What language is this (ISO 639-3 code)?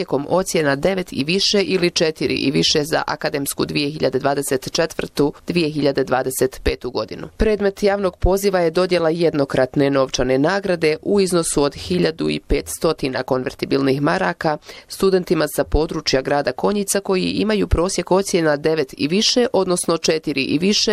bos